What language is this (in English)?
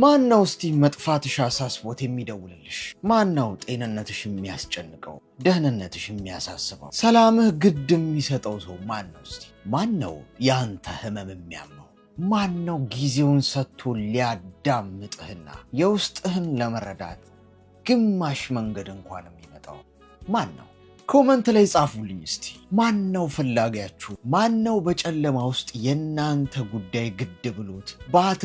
Amharic